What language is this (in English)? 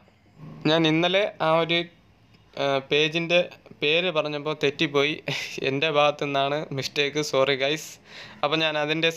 Malayalam